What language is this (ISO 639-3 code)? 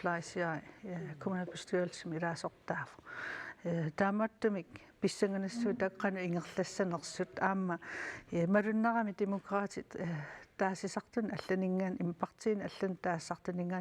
kal